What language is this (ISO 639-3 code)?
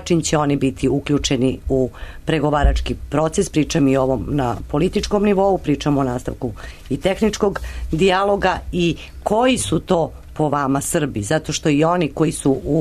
srp